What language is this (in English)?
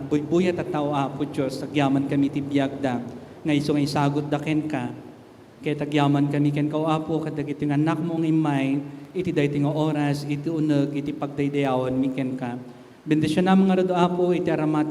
Iloko